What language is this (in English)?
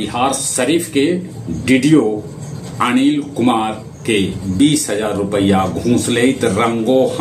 Magahi